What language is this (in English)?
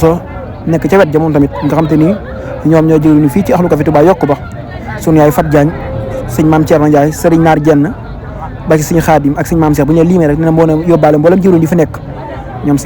Wolof